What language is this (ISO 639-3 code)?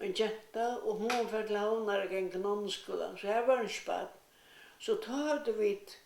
fao